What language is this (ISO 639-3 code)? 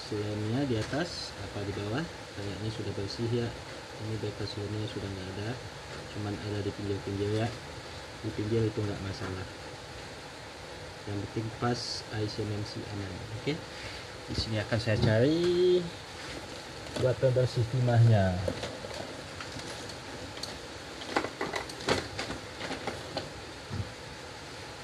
ind